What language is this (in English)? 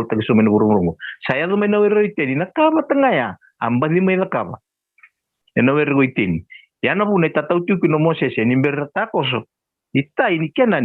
Fijian